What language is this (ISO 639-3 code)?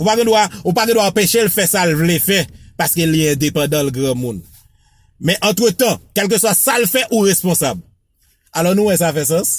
hat